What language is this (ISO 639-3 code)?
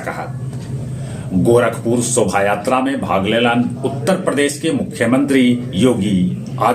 mag